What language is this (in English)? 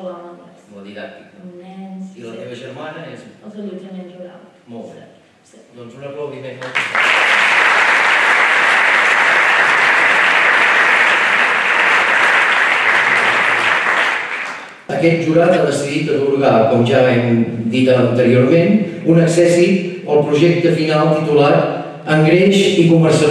Catalan